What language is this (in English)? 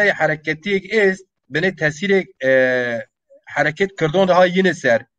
Zaza